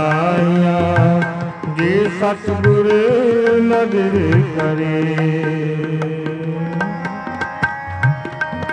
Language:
Punjabi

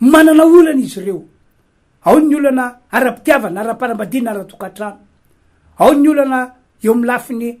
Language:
Malagasy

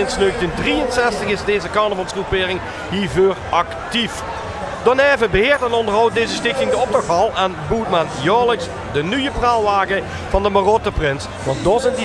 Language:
Limburgish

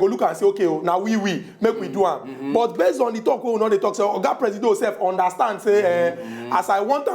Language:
Nigerian Pidgin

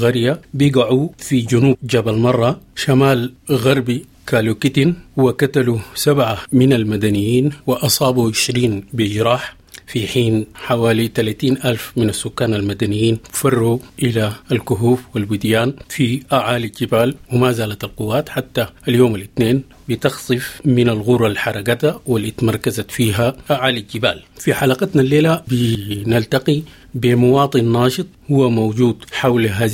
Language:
Sudanese Arabic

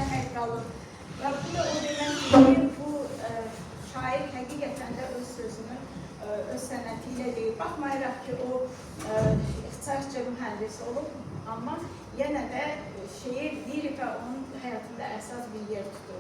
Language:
Azerbaijani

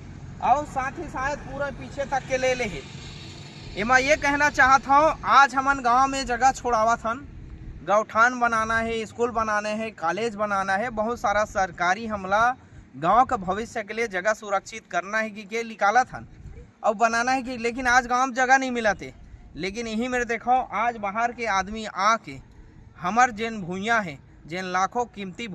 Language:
Chhattisgarhi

